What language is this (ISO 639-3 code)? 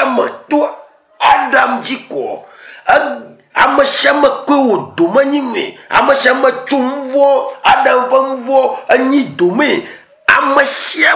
ewe